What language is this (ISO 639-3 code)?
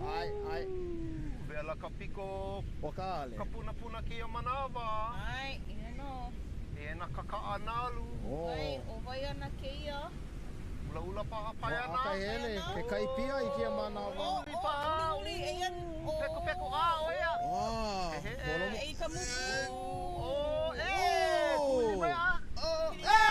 haw